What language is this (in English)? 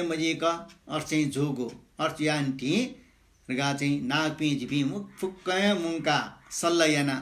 Newari